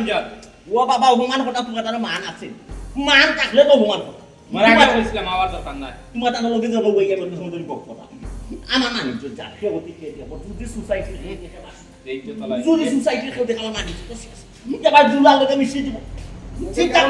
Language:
Sylheti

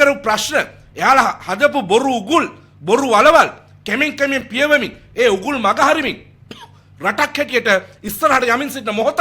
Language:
Sinhala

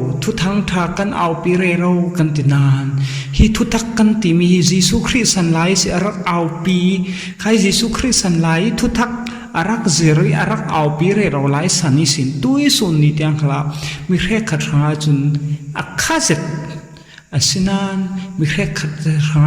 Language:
Falam Chin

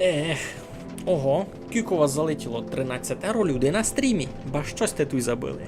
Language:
Rusyn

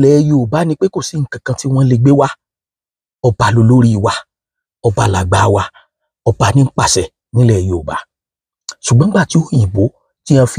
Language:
Yoruba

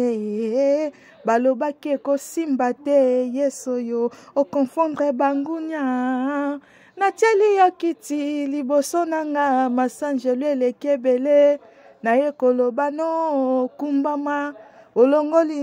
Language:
Lingala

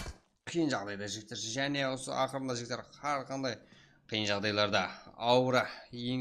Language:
Kara-Kalpak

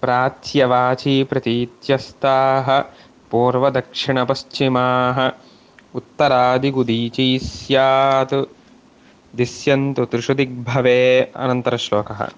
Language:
Sanskrit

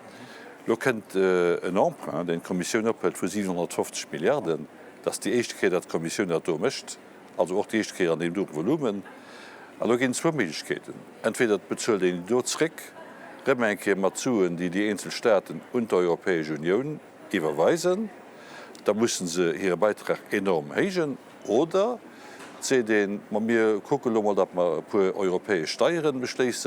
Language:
Luxembourgish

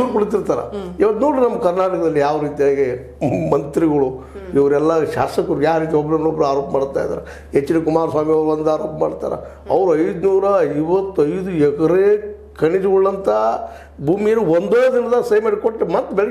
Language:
Kannada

